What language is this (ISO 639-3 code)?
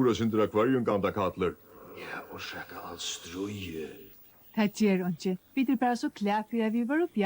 fao